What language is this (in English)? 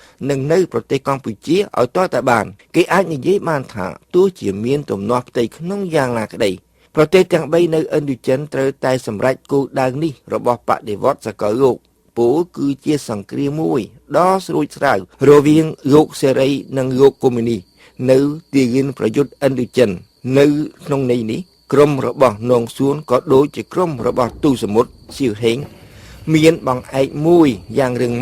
Khmer